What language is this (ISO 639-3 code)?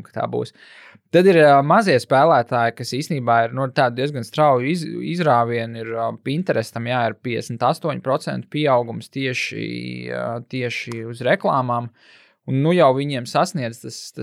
lav